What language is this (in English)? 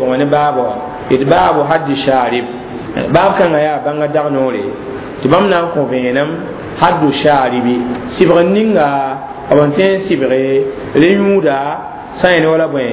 Mossi